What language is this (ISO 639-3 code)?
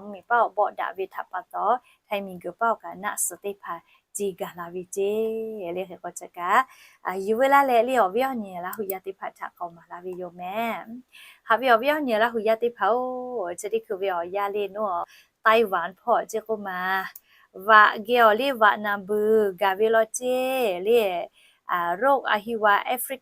lhu